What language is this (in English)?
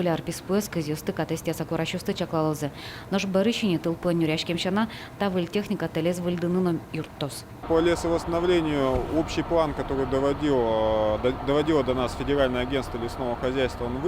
Udmurt